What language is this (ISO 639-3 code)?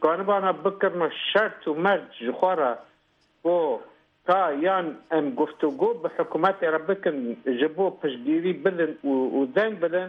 kur